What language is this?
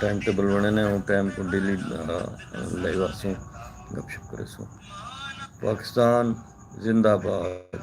Saraiki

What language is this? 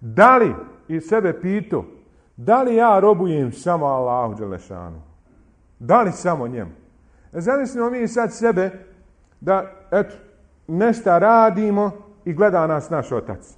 Bosnian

